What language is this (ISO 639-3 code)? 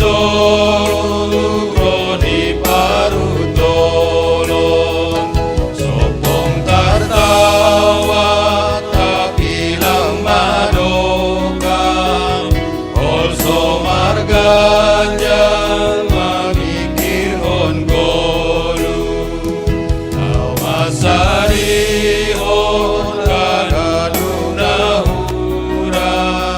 bts